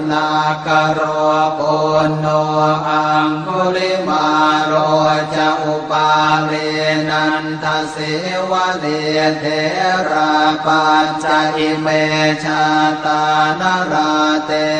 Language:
Pali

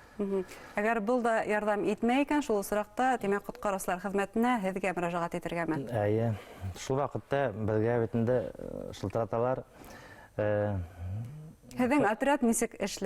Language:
Bashkir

